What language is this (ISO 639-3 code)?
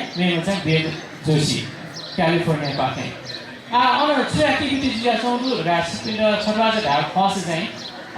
new